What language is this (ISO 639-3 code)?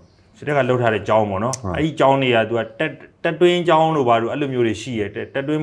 mya